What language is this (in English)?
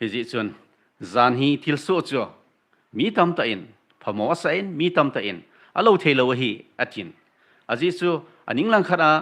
Thado Chin